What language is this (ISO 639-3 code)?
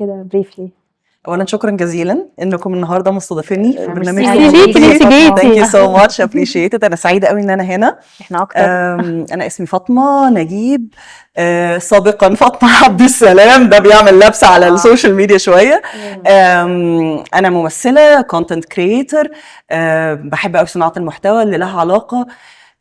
arz